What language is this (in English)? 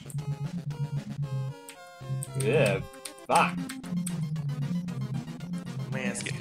English